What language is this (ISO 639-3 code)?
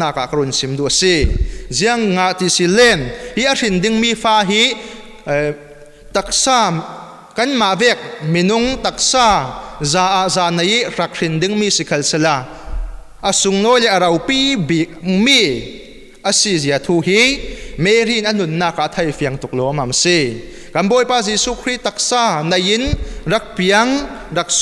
cfm